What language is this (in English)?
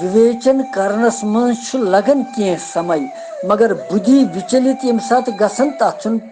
Kashmiri